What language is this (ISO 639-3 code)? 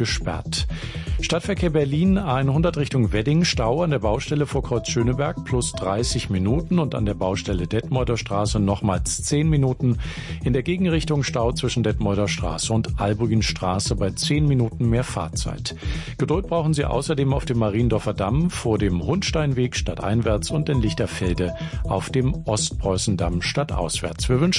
deu